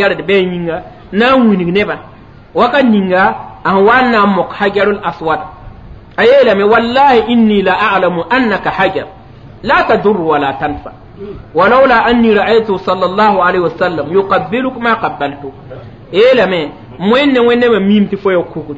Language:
Mossi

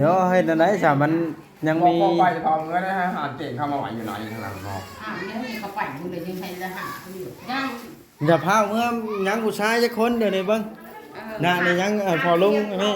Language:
Lao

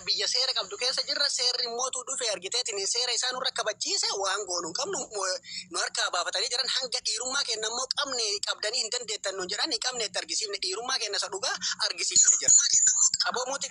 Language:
Oromo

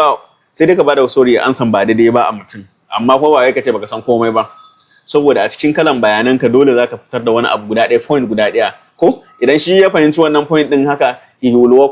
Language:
Hausa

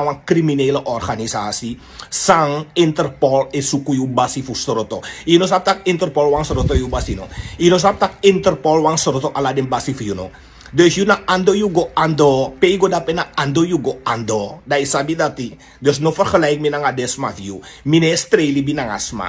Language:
Sranan Tongo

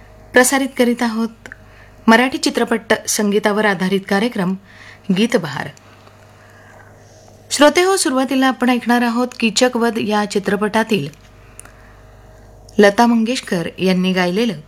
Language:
Marathi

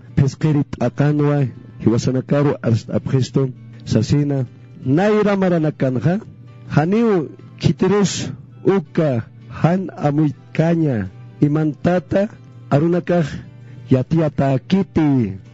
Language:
Aymara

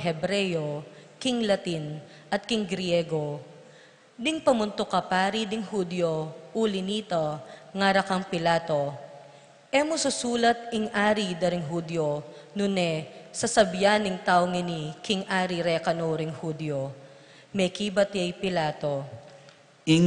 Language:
Pampanga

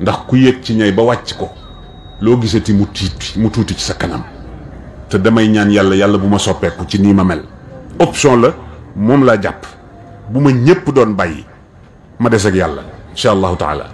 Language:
Wolof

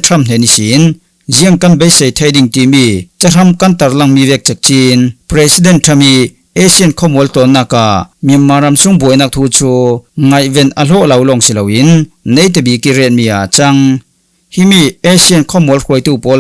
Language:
Falam Chin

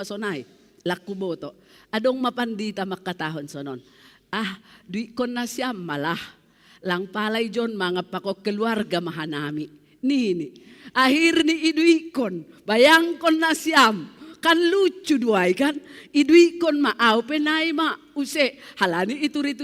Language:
Batak Simalungun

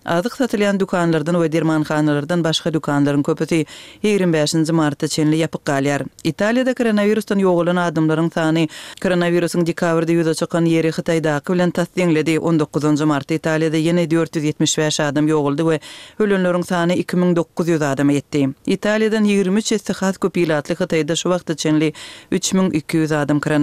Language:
Turkmen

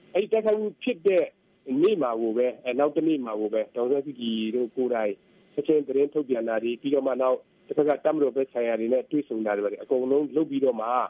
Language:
Burmese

